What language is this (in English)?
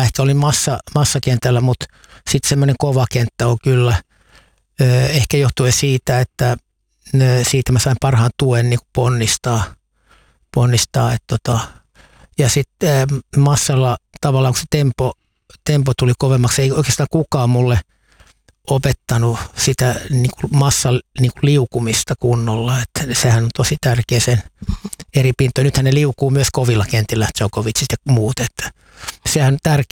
Finnish